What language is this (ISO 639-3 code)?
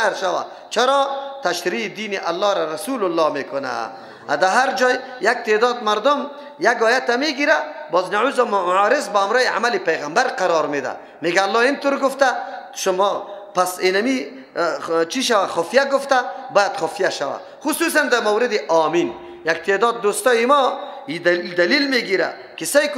fas